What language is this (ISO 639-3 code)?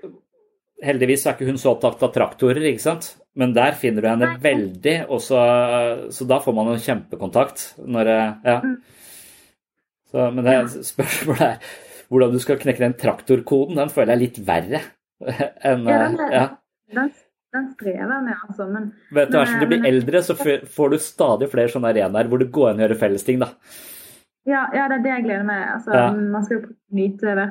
nor